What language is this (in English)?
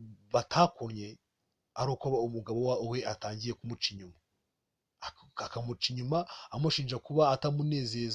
Kinyarwanda